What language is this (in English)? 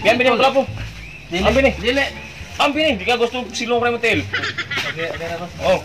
Cebuano